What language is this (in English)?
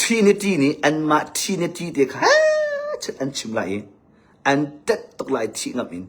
Hakha Chin